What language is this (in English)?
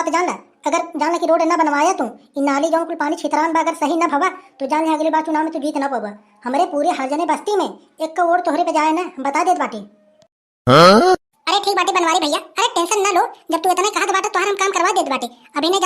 Awadhi